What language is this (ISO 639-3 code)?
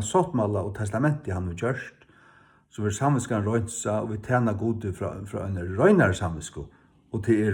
fao